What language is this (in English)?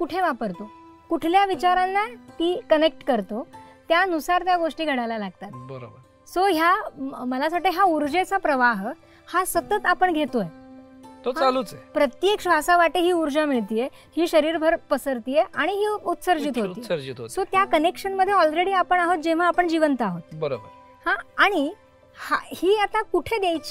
Marathi